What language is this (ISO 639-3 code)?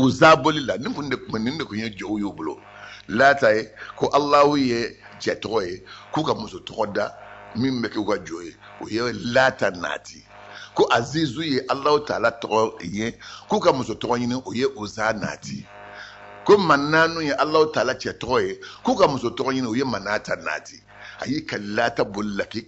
bam